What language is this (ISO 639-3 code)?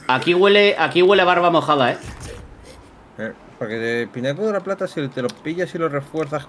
spa